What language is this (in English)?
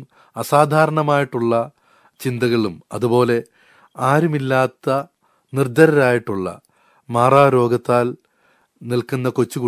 Malayalam